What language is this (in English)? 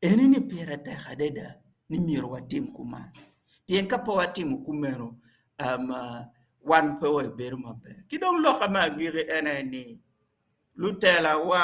Acoli